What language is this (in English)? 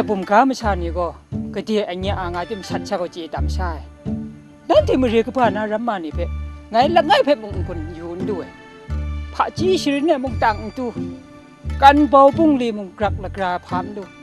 Kachin